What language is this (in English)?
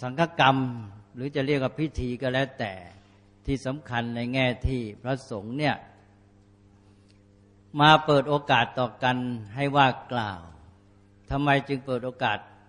Thai